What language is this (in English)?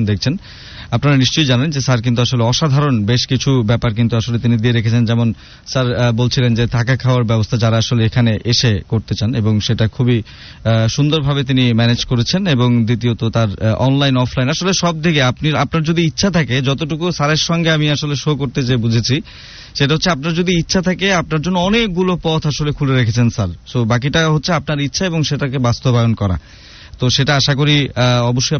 Bangla